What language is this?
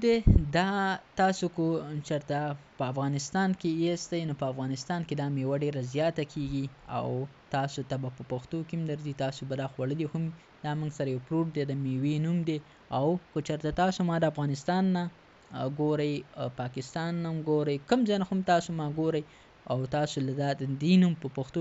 Pashto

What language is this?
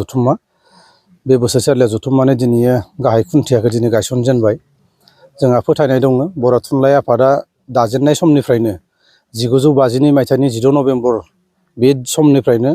Bodo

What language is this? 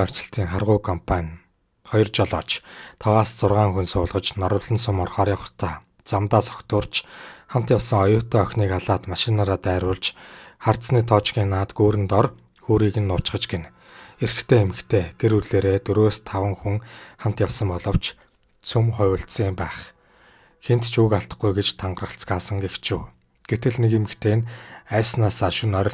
Mongolian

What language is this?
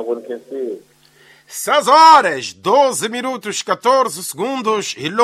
Tsonga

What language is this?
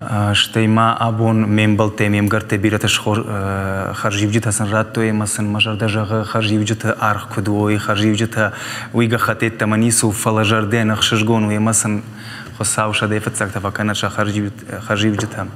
Ossetic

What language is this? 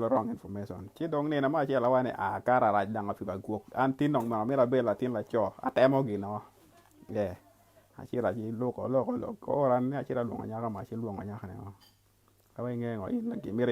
Acoli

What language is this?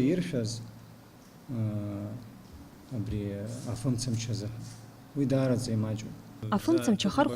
Abkhazian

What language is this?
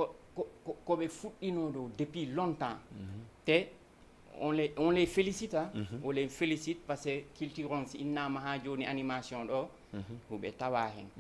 Fula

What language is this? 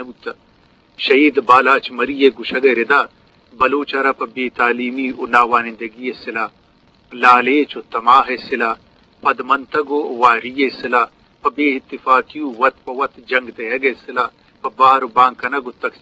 Eastern Balochi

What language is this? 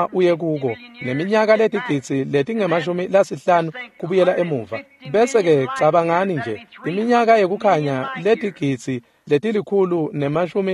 Swati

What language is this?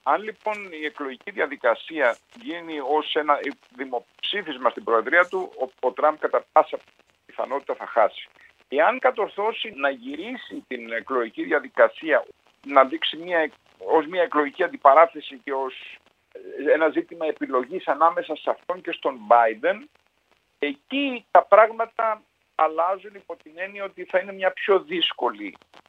Greek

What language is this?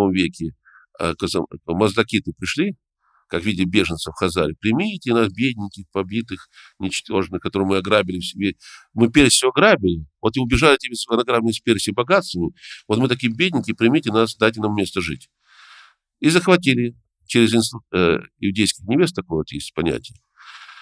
Russian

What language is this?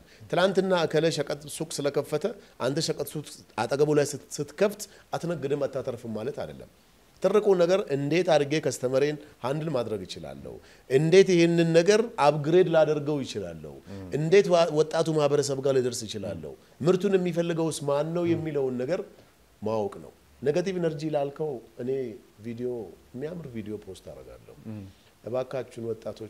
Amharic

